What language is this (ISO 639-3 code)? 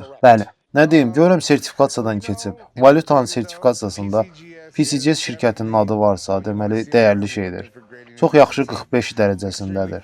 aze